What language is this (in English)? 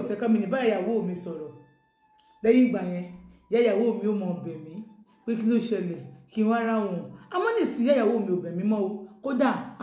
Yoruba